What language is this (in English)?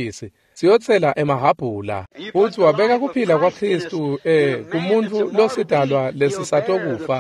Swati